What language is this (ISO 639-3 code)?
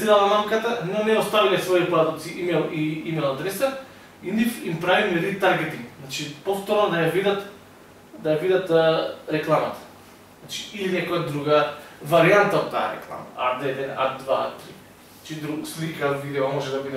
mkd